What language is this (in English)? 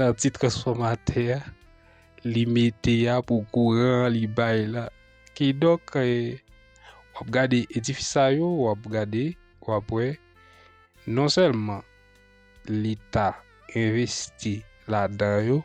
Haitian Creole